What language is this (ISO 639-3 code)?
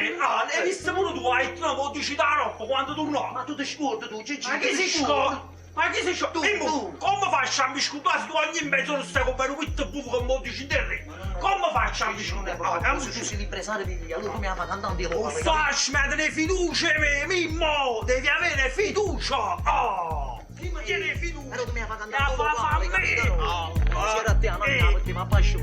nap